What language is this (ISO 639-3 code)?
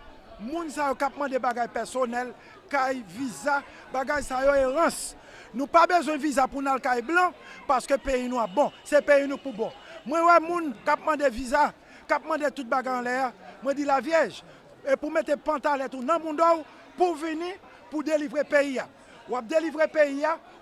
hat